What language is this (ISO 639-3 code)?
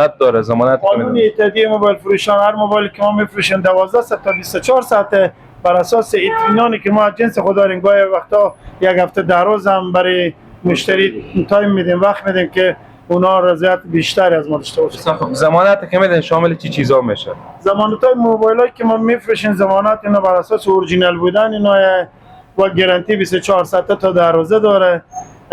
fas